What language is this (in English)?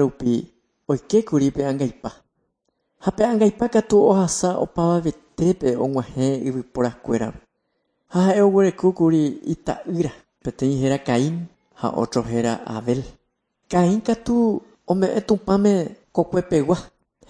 Guarani